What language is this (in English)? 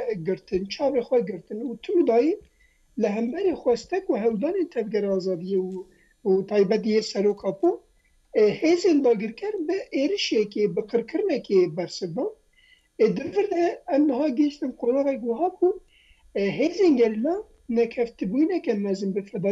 Kurdish